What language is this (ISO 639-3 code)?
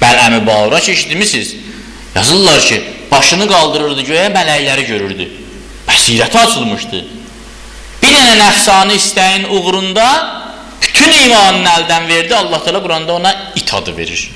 aze